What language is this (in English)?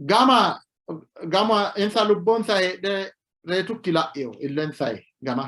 Sidamo